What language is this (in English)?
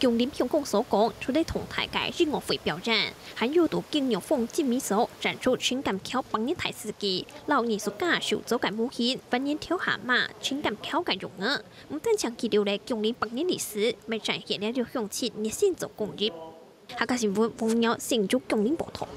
Hakka Chinese